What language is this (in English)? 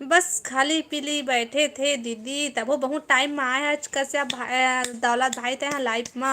Chhattisgarhi